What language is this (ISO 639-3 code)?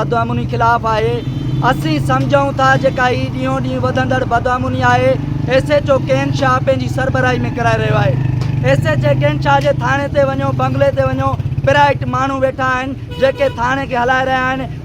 snd